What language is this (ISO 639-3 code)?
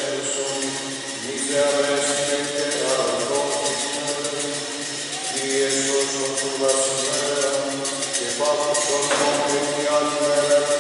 ell